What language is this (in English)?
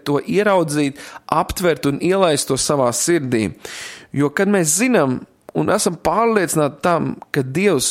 Latvian